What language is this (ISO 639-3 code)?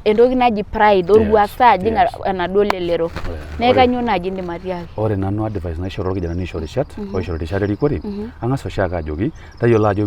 mas